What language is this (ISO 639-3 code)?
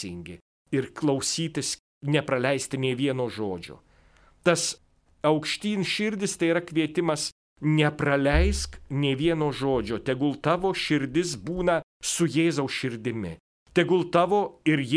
lit